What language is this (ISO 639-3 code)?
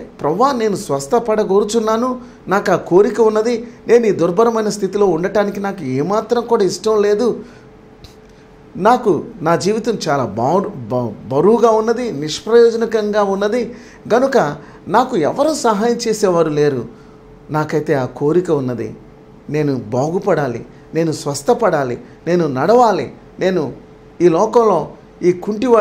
tel